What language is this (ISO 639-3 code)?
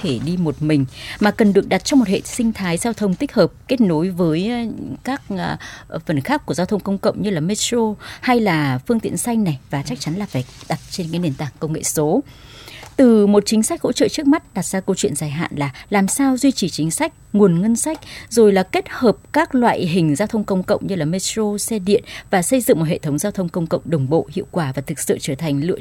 vie